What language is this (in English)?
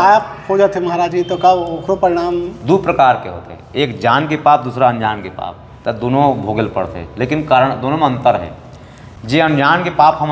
Chhattisgarhi